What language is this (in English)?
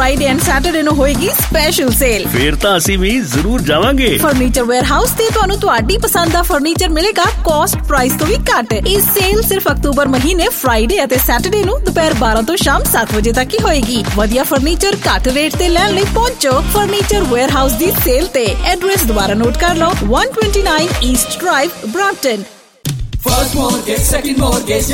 Punjabi